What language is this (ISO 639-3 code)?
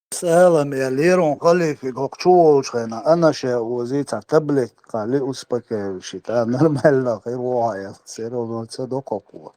che